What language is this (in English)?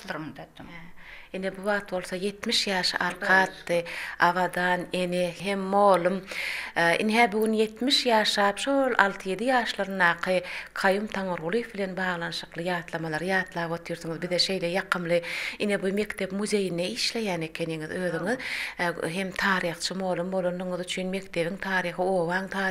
Turkmen